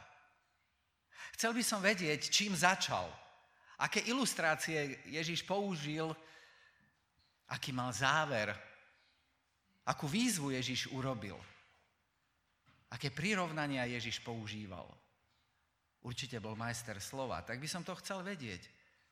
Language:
Slovak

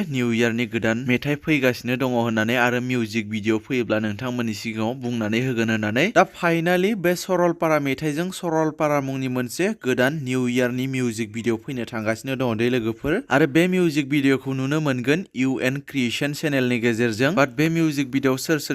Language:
Bodo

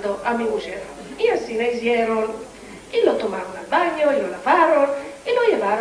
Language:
Ladino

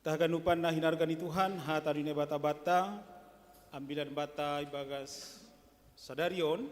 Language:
Batak Simalungun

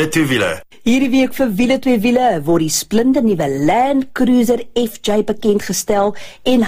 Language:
Afrikaans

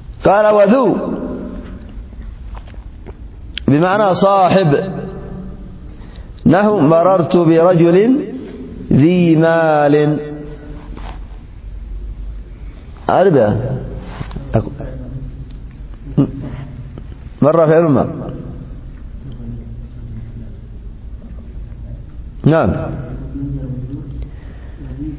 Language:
Arabic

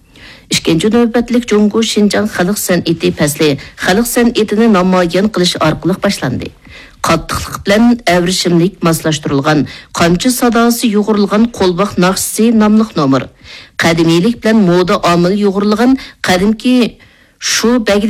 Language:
Uyghur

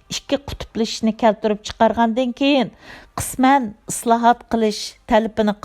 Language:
Uyghur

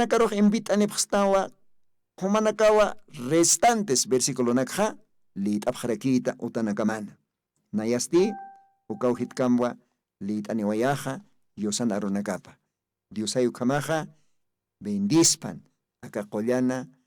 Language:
Aymara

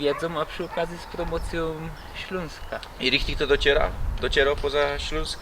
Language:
Silesian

